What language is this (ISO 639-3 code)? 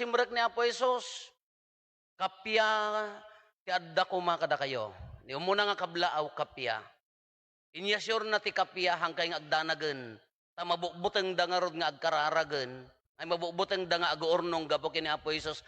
ilo